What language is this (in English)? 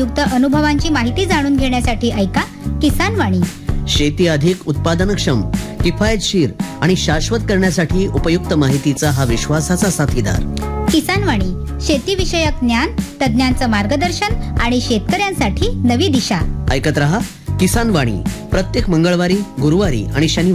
Marathi